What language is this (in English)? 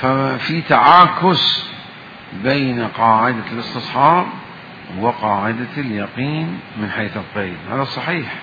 Mesopotamian Arabic